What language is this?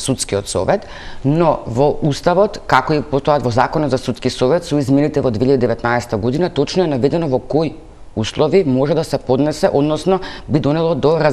Macedonian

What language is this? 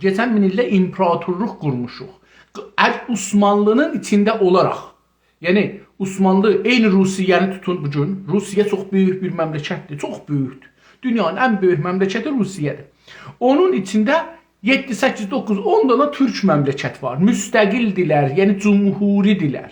South Azerbaijani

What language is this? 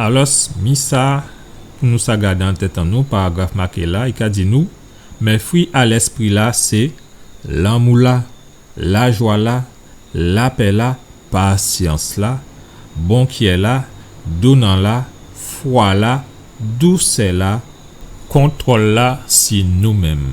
Guadeloupean Creole French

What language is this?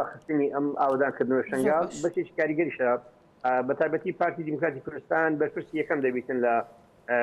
Central Kurdish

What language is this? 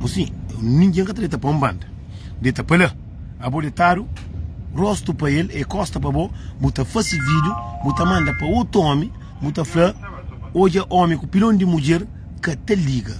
Kabuverdianu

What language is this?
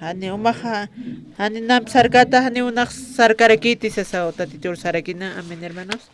Aymara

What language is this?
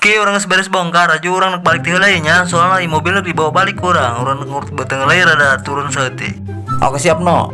Sundanese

